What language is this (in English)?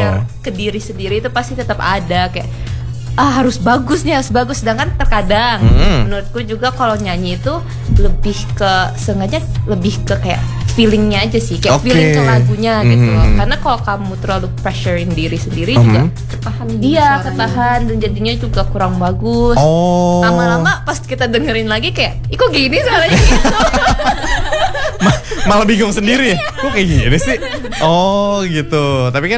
Indonesian